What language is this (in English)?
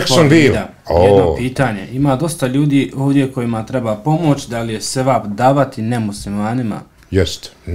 Bosnian